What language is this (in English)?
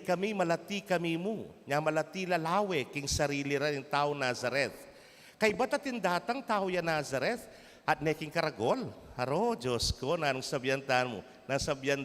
Pampanga